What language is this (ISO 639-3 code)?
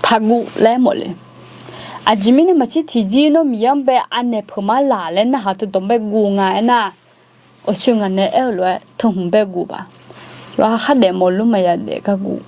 ahk